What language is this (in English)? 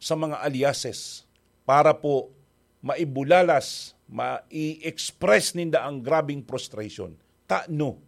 Bikol